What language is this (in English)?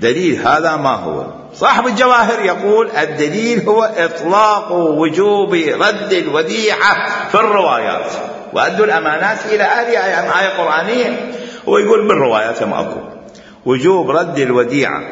Mesopotamian Arabic